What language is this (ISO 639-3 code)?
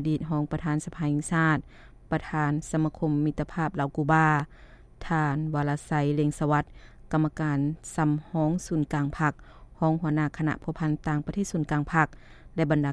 lao